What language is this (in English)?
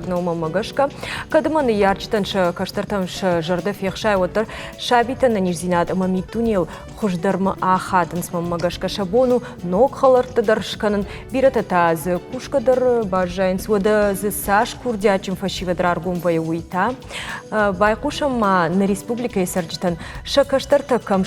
Ossetic